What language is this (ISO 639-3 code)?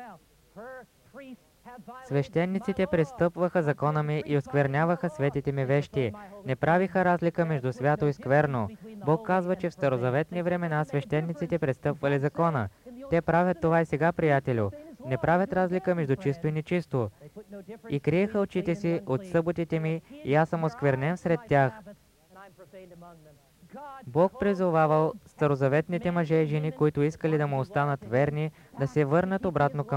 bul